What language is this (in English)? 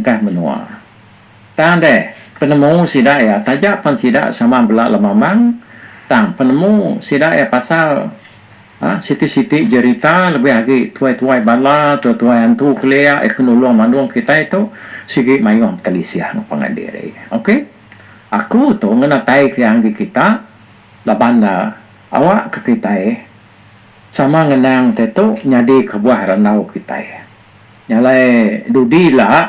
Iban